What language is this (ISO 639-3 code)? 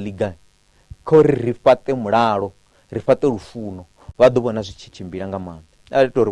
ven